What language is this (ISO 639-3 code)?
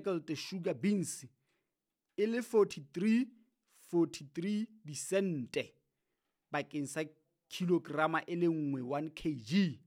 sot